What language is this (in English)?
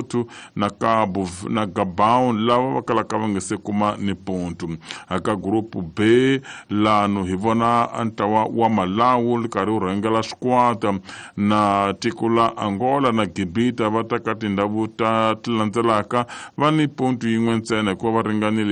Tsonga